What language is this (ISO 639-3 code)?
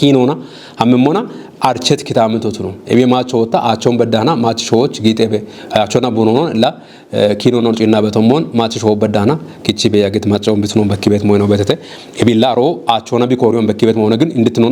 kbr